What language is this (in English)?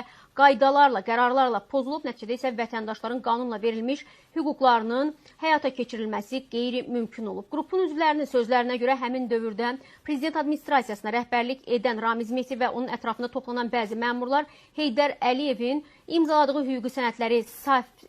Azerbaijani